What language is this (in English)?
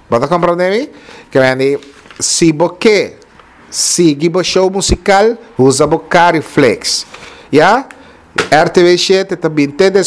Papiamento